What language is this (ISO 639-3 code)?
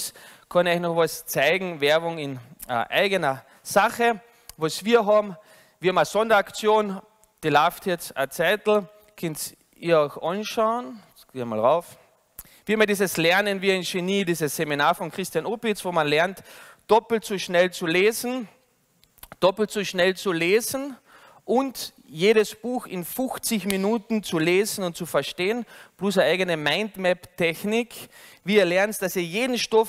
deu